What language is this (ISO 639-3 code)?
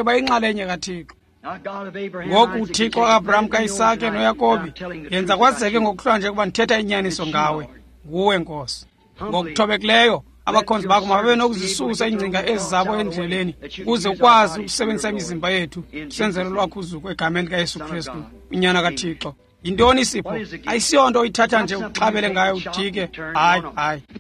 xho